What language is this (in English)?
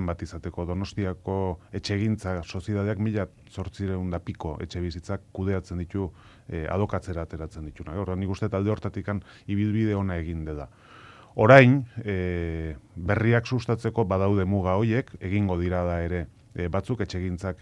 Basque